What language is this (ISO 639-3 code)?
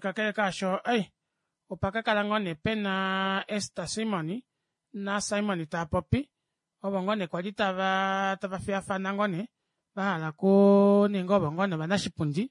kua